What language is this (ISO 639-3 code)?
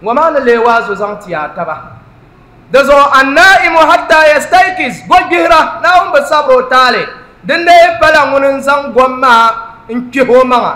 dag